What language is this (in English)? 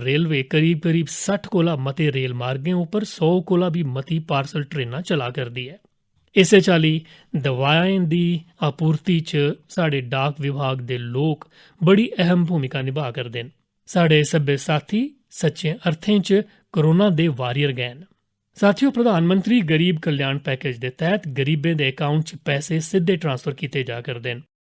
Dogri